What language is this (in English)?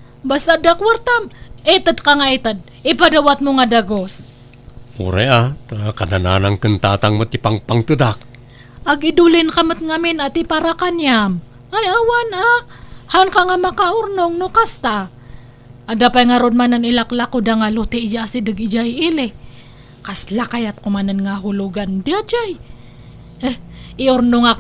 Iloko